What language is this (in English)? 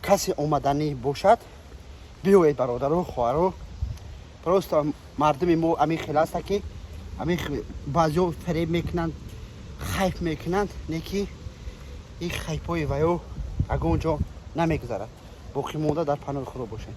Tajik